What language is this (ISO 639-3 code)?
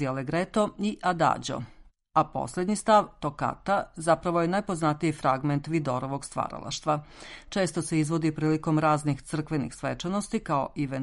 srp